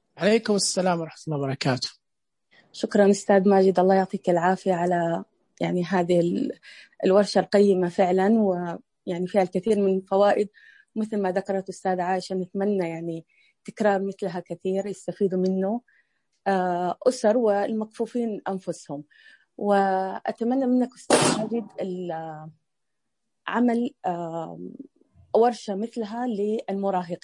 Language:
Najdi Arabic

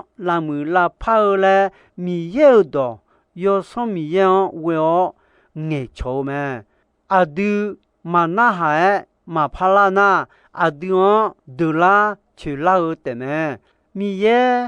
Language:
Akha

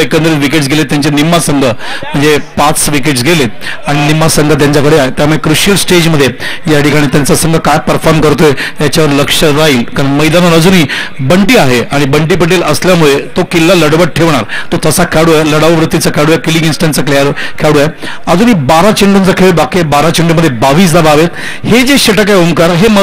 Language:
Marathi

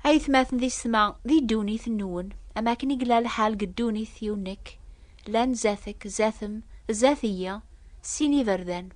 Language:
Kabyle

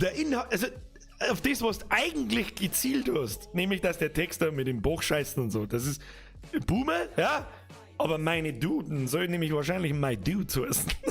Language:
Bavarian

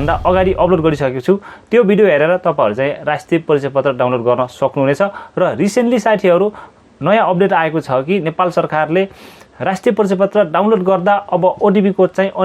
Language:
Nepali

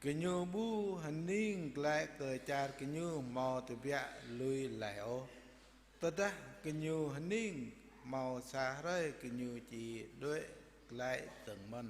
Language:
Jarai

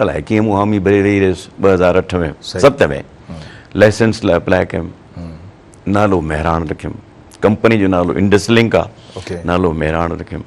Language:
Sindhi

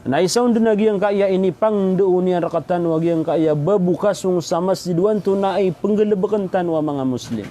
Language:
Maranao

